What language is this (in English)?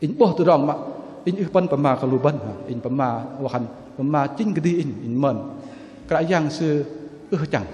Bahnar